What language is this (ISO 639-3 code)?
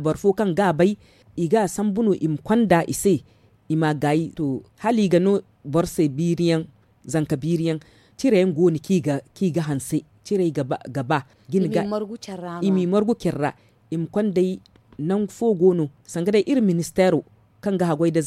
dje